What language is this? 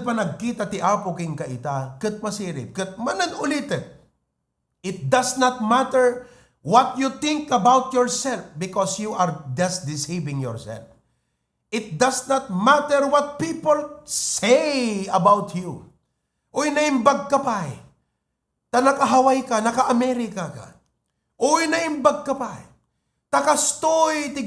Iloko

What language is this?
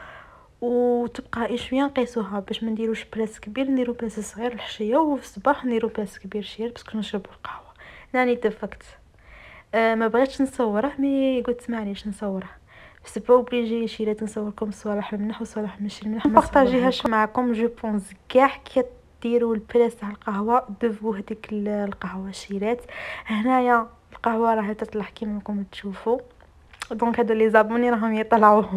Algerian Arabic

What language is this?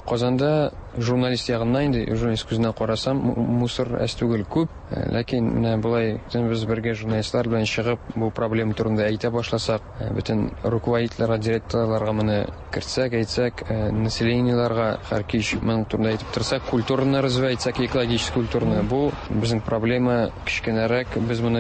Tatar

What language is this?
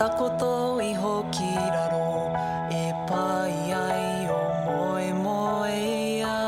Māori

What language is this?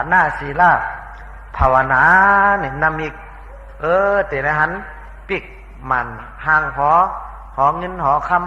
Shan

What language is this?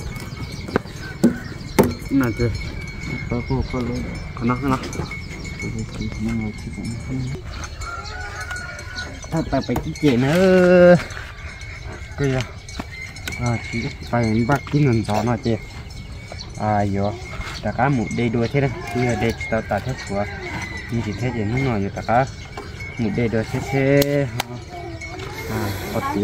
Vietnamese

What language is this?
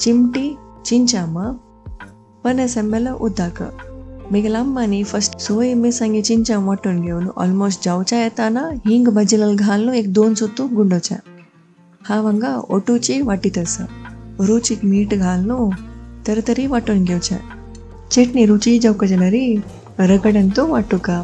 Konkani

